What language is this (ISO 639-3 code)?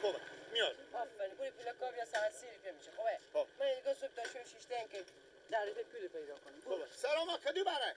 fas